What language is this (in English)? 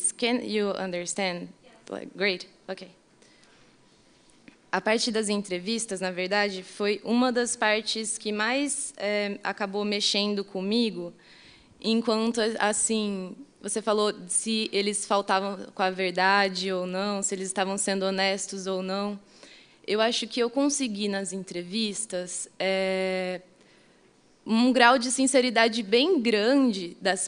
Portuguese